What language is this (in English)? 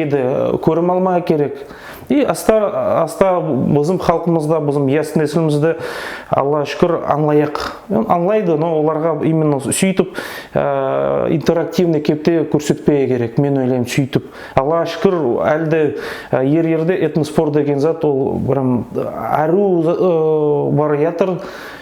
Nogai